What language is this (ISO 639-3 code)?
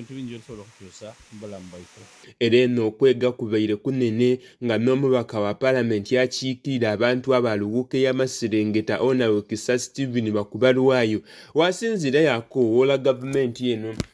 xog